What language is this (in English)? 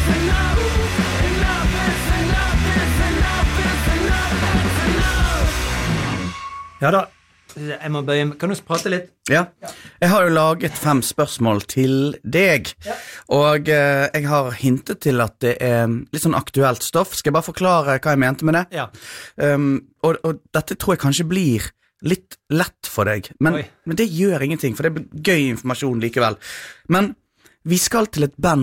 Norwegian